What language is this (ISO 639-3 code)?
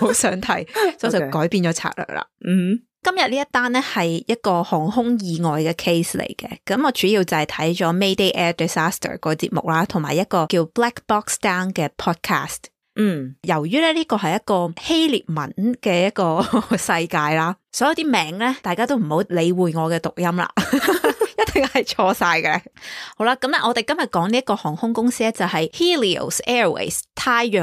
yue